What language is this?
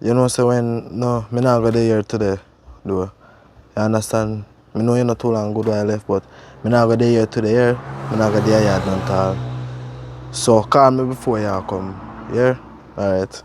Jamaican Creole English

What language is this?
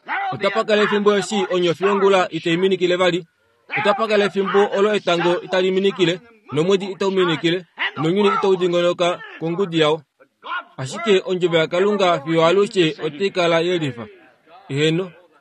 Kuanyama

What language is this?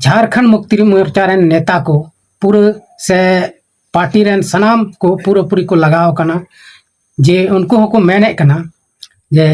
Santali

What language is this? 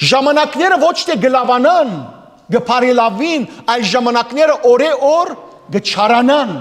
Western Armenian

